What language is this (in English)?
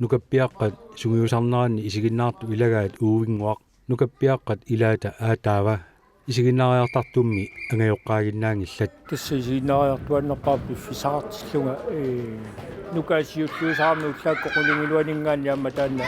Kalaallisut